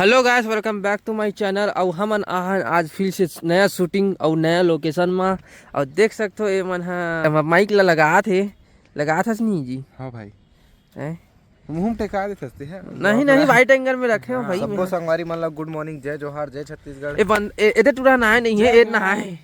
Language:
Chhattisgarhi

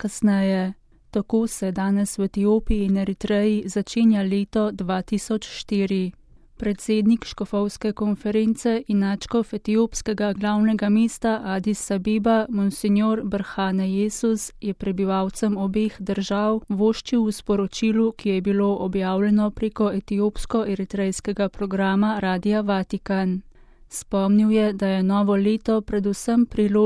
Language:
Slovenian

